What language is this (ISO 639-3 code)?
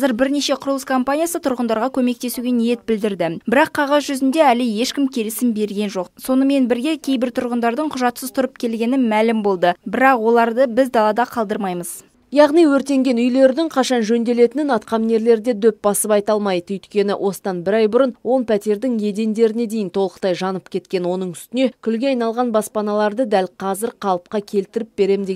kaz